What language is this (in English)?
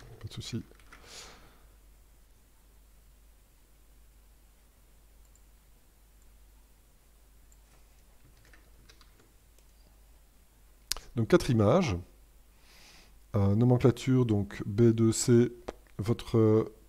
French